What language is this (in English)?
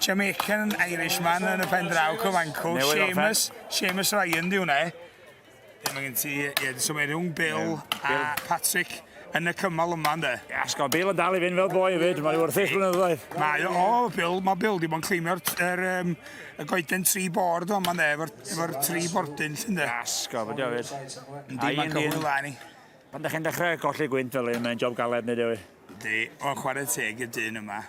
Welsh